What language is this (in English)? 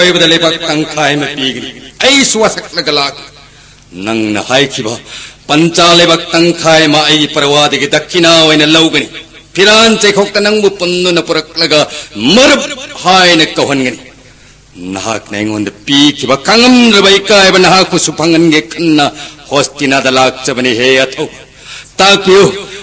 Manipuri